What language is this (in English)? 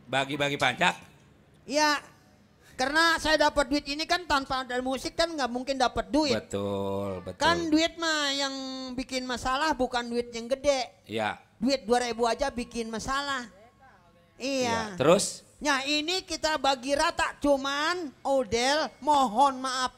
Betawi